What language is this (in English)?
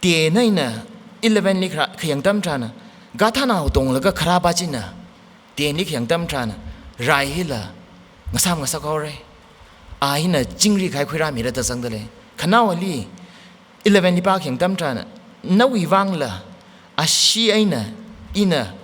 Tangkhul Naga (India)